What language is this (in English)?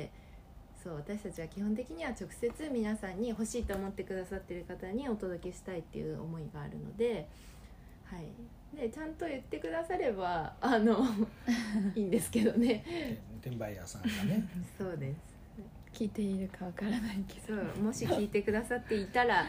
Japanese